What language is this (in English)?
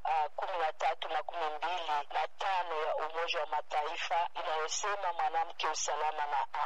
Swahili